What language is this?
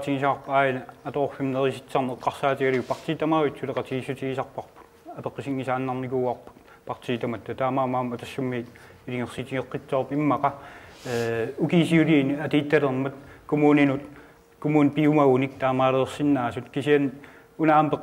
Kalaallisut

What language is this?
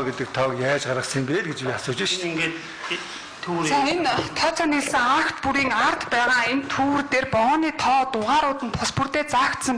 Mongolian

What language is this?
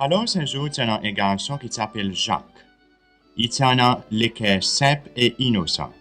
Seselwa Creole French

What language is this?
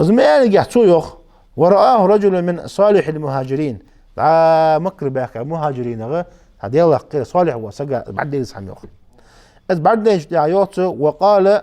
Ingush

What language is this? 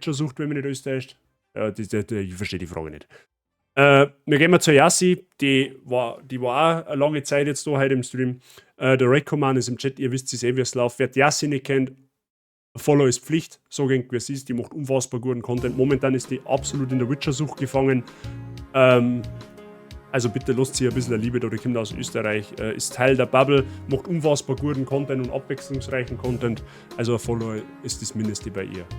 Bavarian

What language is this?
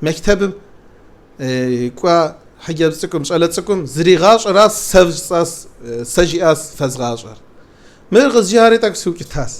Kabardian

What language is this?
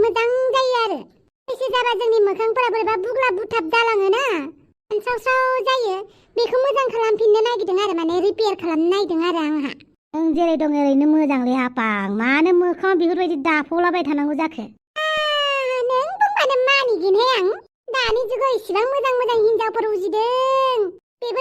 Bodo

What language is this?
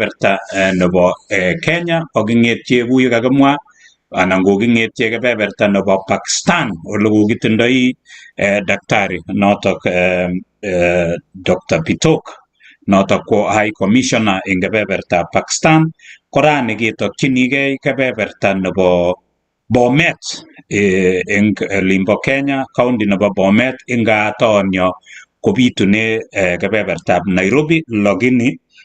Kalenjin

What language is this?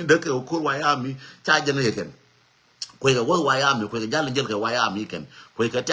Nuer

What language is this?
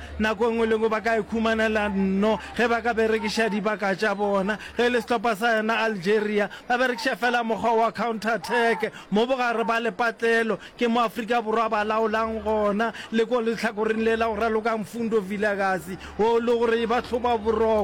Northern Sotho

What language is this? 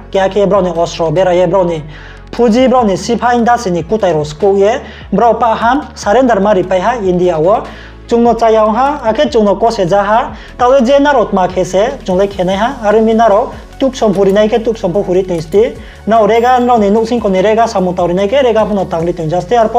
Riang (India)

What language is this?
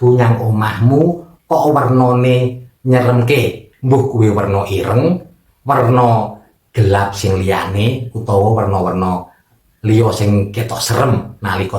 Javanese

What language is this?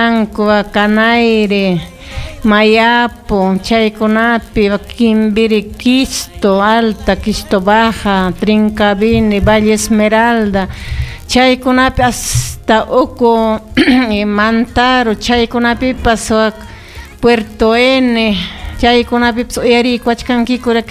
Ayacucho Quechua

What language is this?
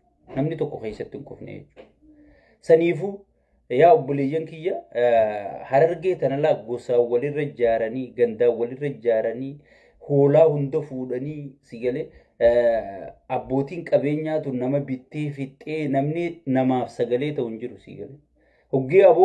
Oromo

